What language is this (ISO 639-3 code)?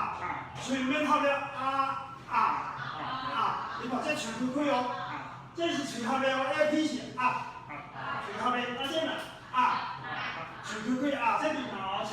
nan